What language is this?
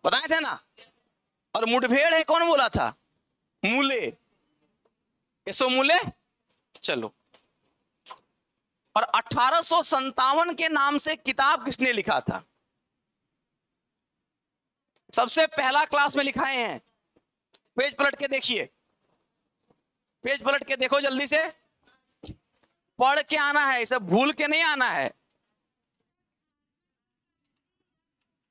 Hindi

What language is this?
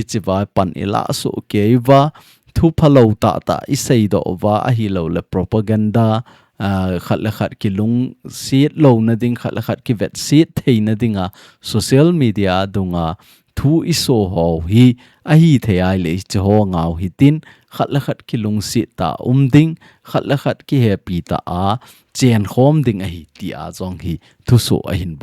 Thado Chin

